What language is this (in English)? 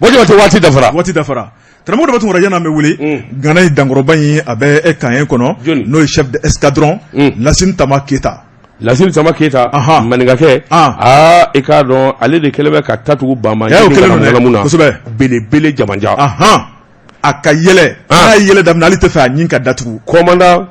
Bambara